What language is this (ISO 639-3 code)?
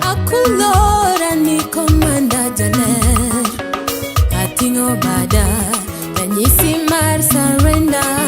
luo